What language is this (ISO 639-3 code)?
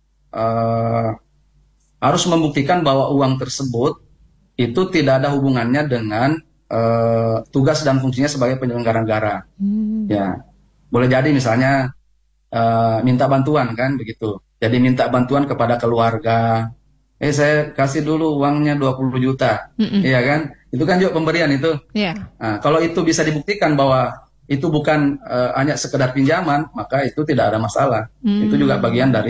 ind